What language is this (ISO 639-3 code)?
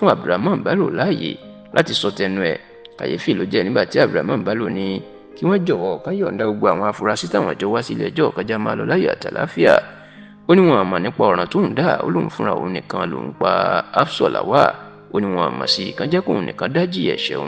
yor